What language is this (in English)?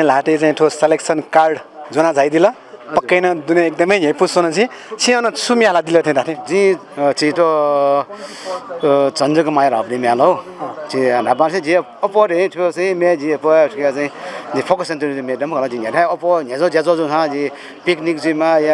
Newari